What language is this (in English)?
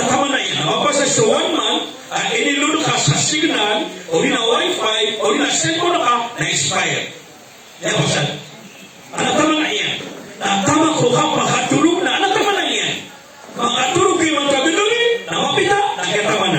Maranao